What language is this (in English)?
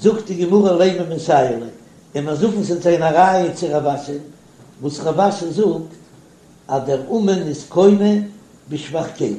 Yiddish